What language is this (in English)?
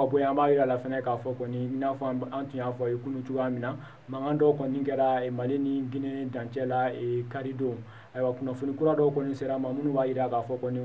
Bambara